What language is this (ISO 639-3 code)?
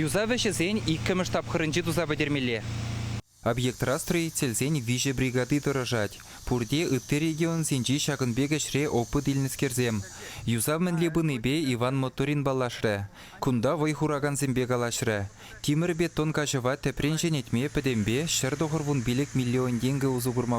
chv